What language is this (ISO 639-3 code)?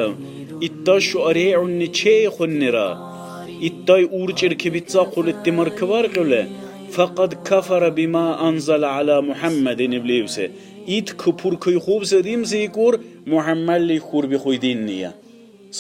dar